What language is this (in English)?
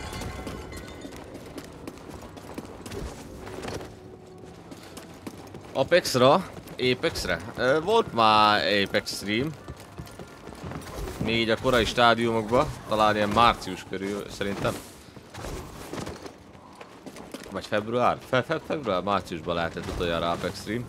Hungarian